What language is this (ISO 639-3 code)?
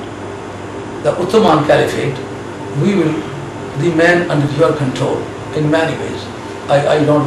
eng